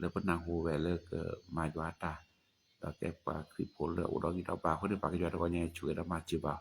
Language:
S'gaw Karen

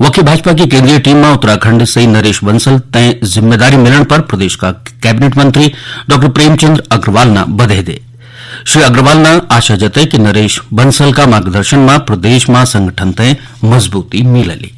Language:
Garhwali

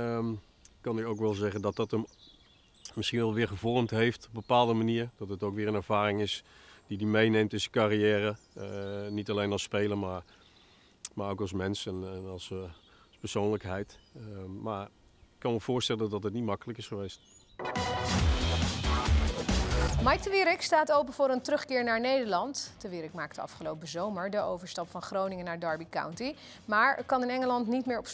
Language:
Dutch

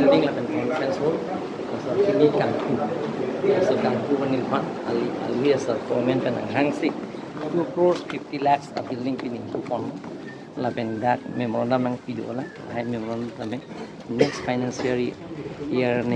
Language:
Karbi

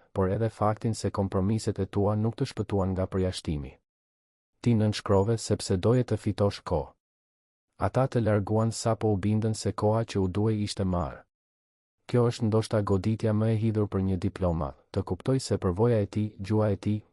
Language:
Albanian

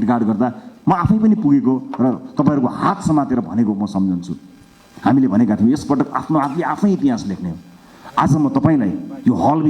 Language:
Nepali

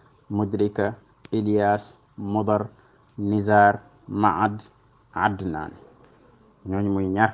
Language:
Wolof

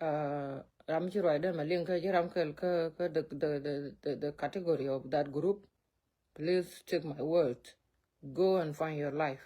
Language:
Nuer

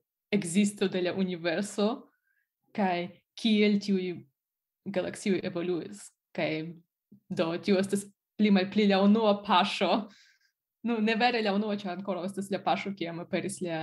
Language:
Esperanto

